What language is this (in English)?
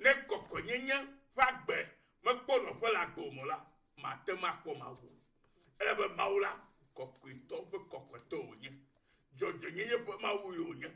Ewe